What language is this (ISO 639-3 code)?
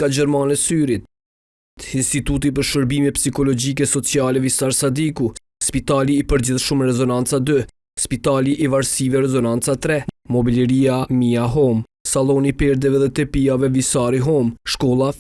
sqi